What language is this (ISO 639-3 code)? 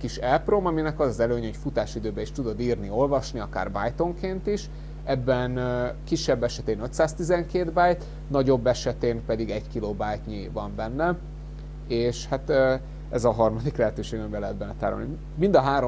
hun